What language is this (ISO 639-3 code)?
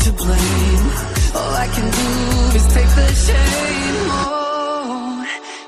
eng